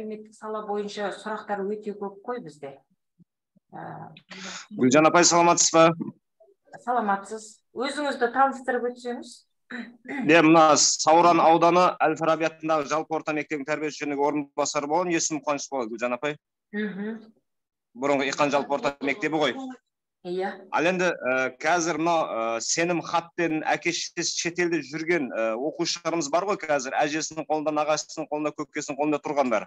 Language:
Kazakh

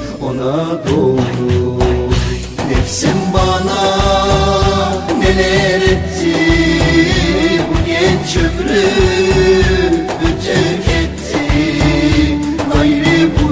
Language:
Turkish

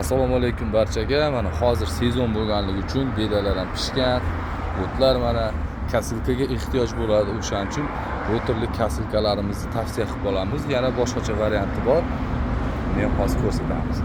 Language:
Uzbek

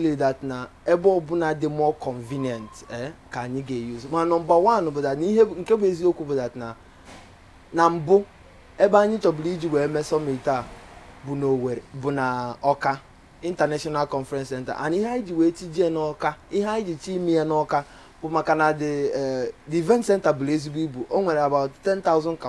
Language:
Igbo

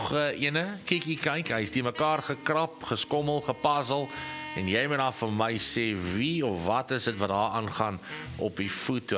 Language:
Afrikaans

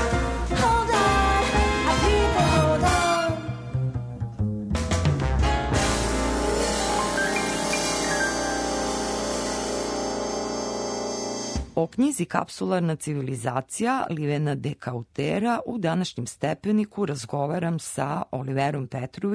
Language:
Serbian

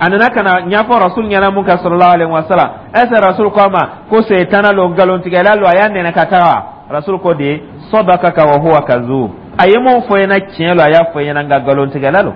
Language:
Dyula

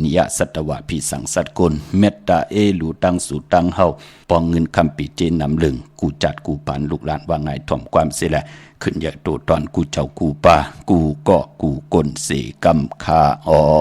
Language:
Shan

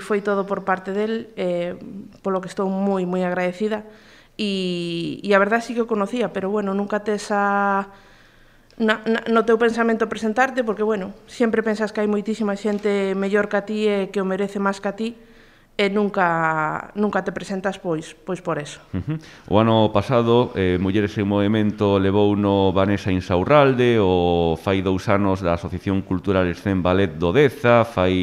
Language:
Galician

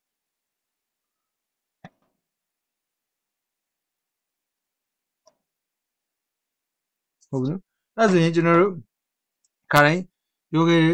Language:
Burmese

